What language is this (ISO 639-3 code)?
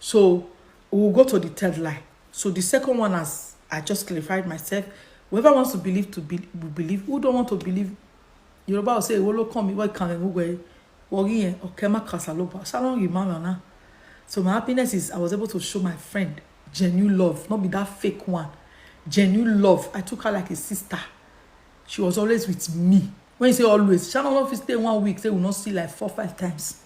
pcm